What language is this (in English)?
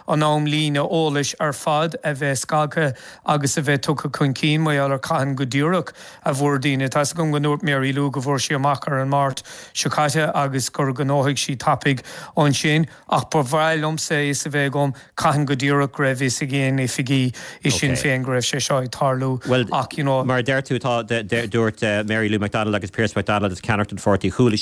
Irish